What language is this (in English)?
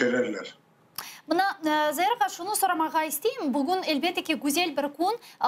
Crimean Tatar